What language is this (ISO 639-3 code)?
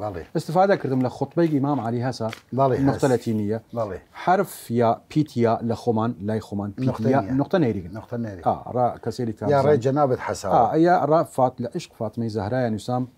sdh